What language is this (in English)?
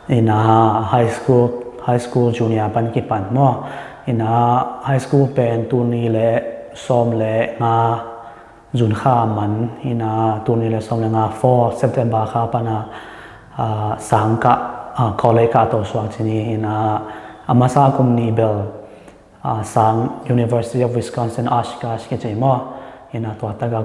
Tedim Chin